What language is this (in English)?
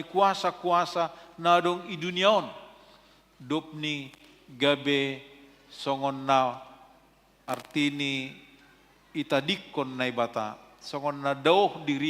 Batak Simalungun